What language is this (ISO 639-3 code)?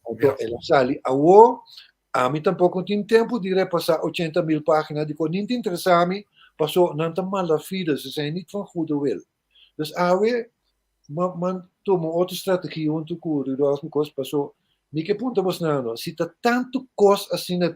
pap